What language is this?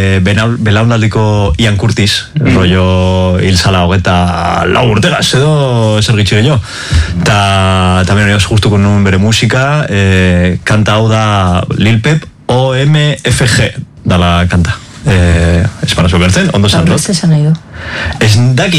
Basque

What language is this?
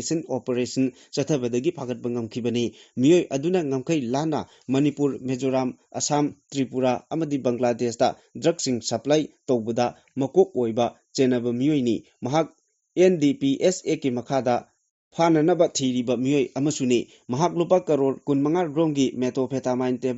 Manipuri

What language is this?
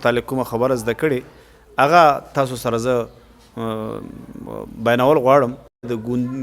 Pashto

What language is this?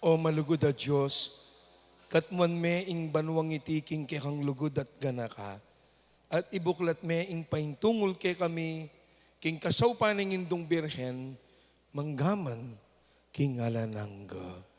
Pampanga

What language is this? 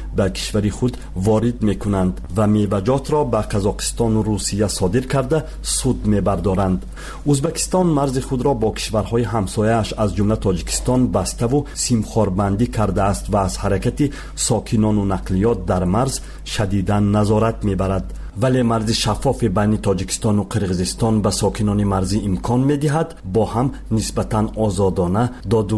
Persian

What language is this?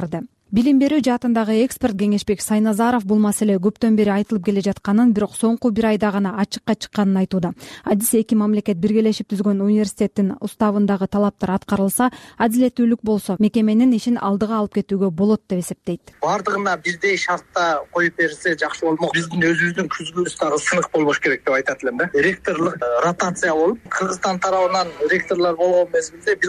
Kyrgyz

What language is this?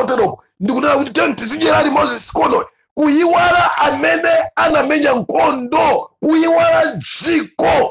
Nyanja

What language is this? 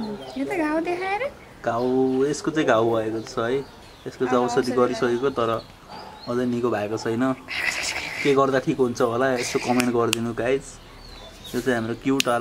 Nepali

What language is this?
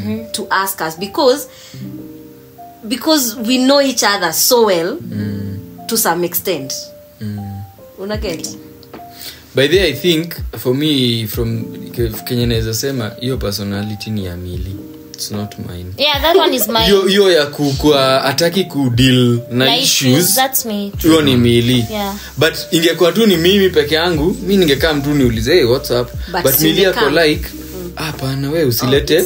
Swahili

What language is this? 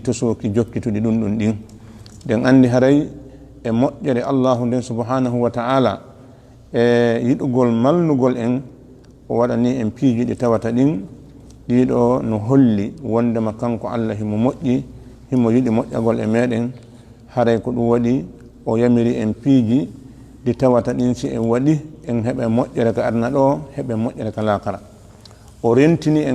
Fula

